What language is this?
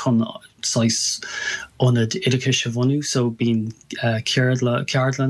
Irish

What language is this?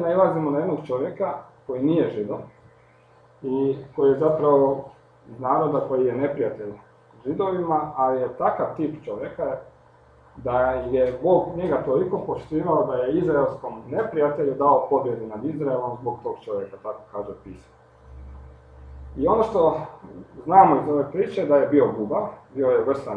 Croatian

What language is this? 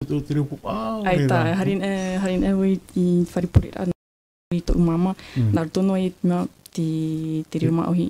Tahitian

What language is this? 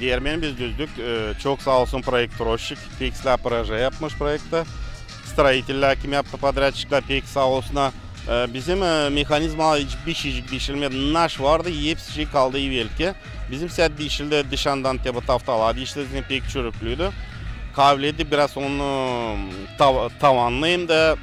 Gagauz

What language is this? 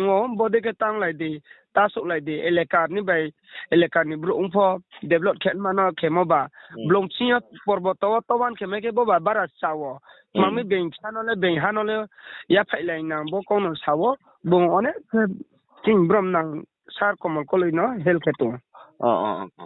Riang (India)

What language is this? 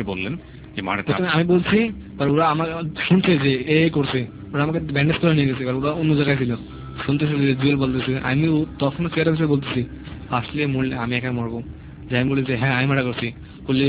Bangla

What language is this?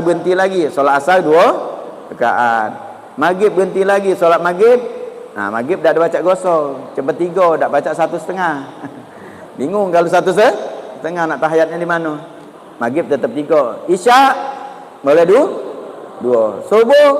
Musi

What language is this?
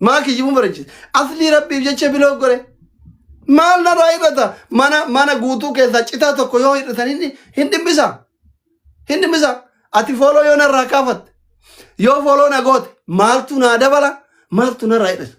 Oromo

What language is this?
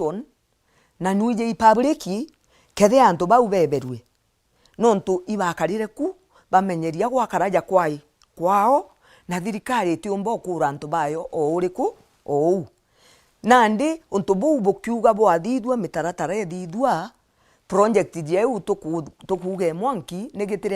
Meru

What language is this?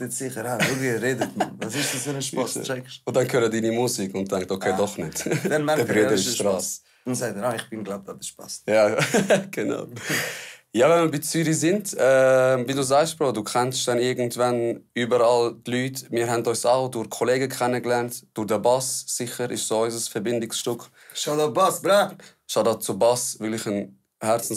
Swiss German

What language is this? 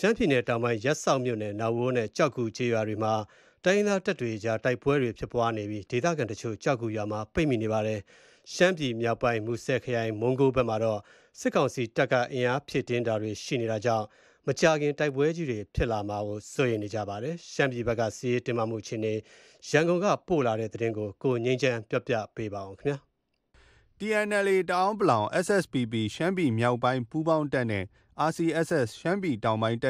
Burmese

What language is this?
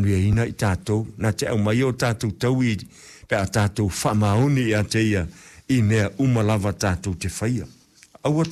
Samoan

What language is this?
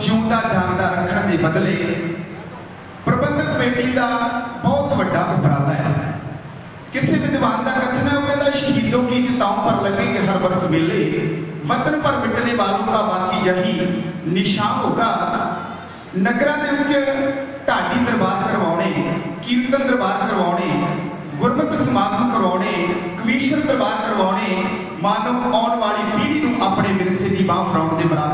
Punjabi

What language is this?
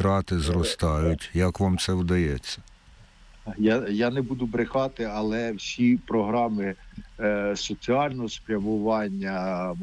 Ukrainian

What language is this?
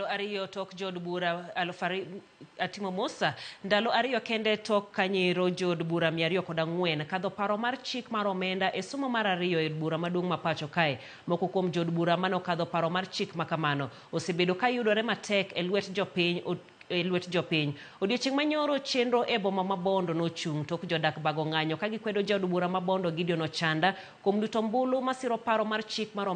Luo (Kenya and Tanzania)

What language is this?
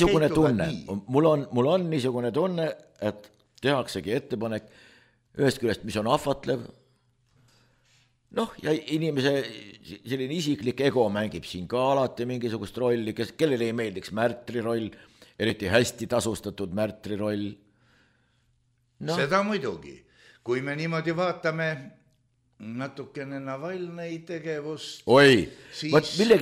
Estonian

